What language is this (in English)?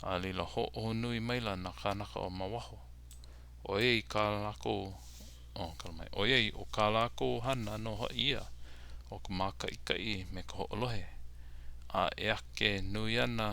Hawaiian